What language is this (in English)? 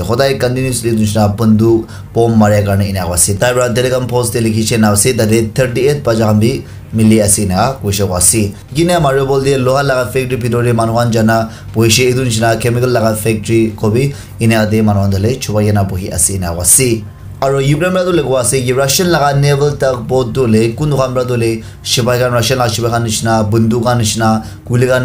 Naga Pidgin